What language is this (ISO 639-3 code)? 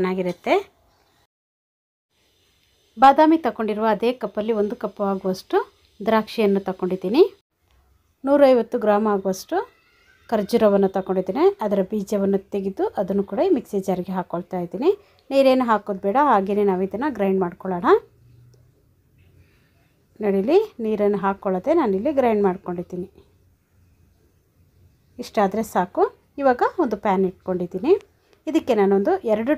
kan